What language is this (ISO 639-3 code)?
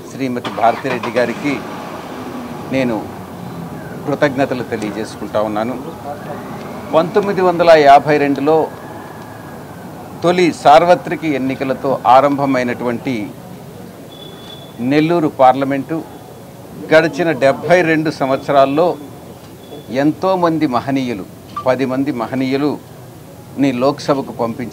tel